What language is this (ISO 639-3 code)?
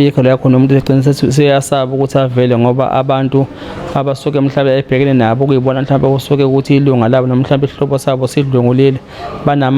zul